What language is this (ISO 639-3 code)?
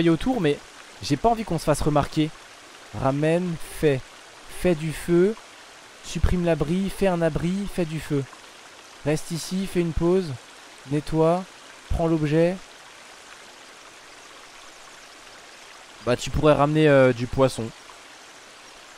fra